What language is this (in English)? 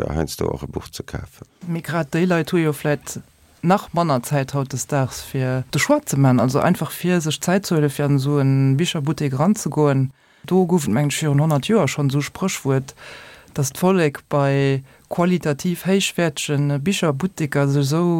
Luxembourgish